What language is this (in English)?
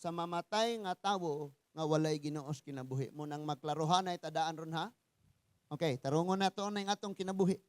Cebuano